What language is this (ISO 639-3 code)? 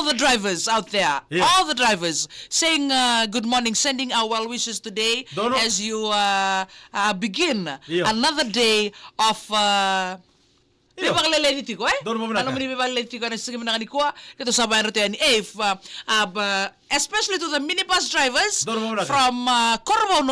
fij